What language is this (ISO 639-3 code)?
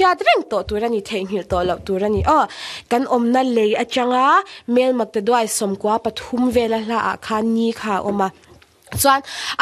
lus